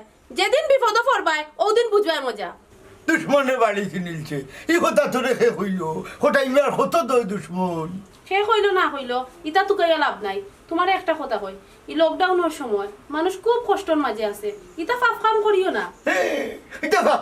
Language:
Sylheti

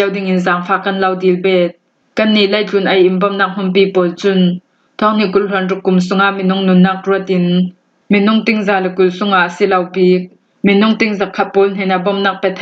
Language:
Hakha Chin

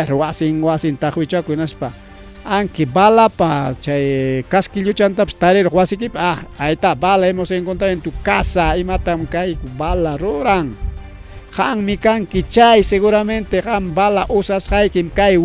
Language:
Ayacucho Quechua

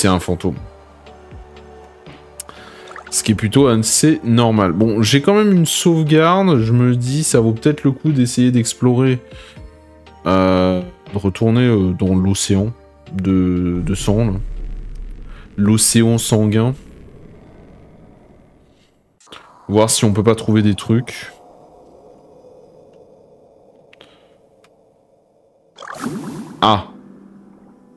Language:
French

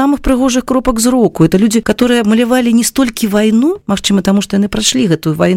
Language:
Belarusian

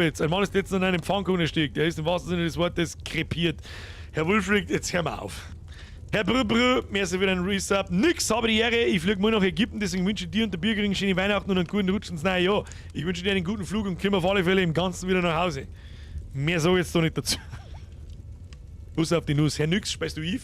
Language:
Bavarian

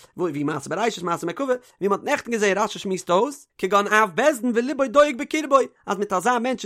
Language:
Yiddish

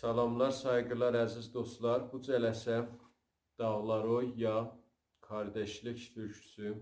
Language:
South Azerbaijani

